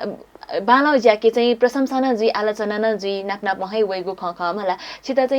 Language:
Newari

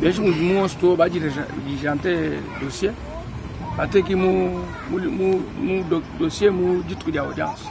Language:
Luba-Lulua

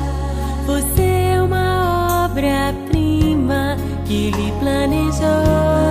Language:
Portuguese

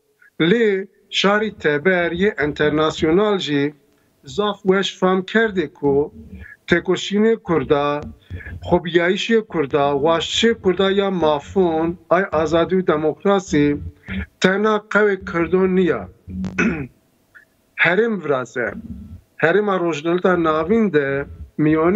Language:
Zaza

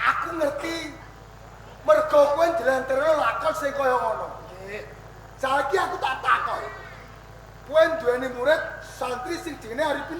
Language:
Javanese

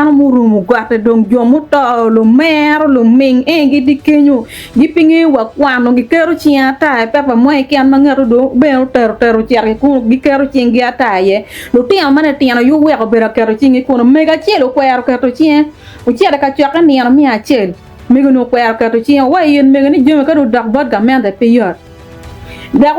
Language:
Acoli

